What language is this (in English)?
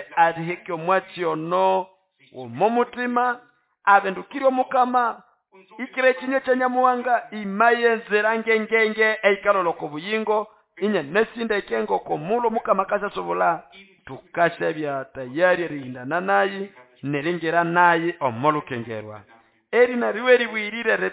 Nande